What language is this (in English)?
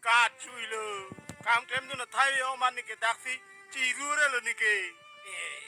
Karbi